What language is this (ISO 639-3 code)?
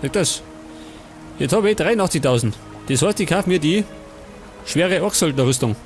bar